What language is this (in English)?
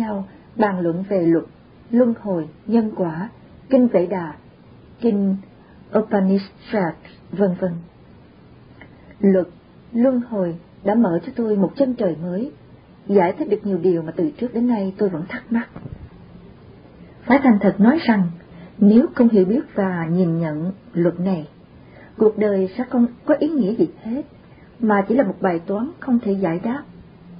Vietnamese